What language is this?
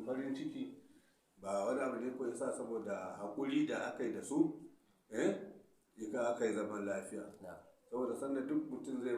Hausa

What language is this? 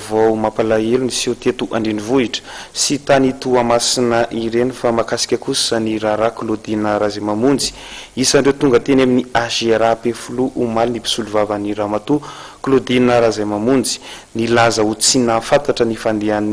Malagasy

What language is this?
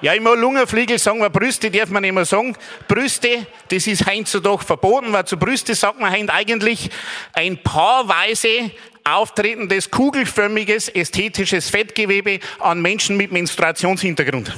Bavarian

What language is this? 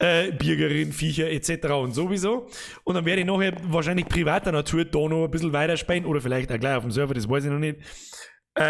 Bavarian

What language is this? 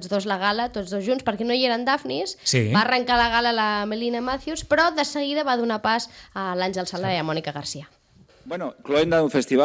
Catalan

